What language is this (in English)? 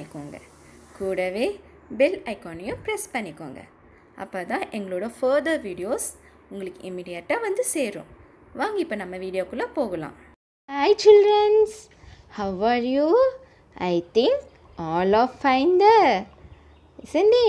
Tamil